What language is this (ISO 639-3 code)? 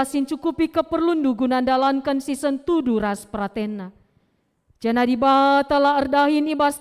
btx